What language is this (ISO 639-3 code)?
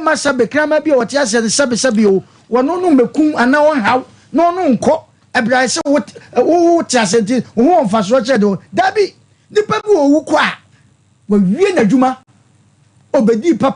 aka